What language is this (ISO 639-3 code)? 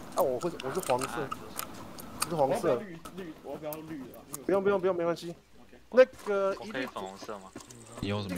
zho